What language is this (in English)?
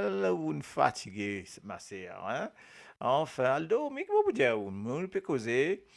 Morisyen